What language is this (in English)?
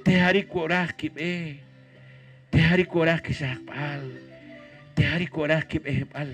Poqomchi'